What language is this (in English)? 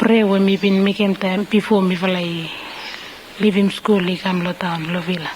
Bislama